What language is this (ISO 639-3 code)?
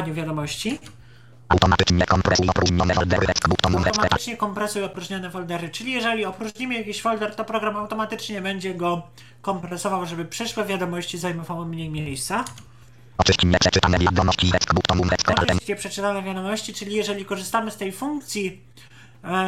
pol